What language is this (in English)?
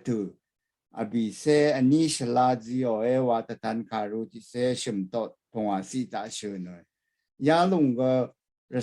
Rawang